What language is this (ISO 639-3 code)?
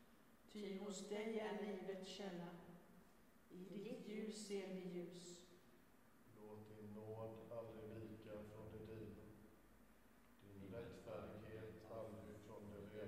swe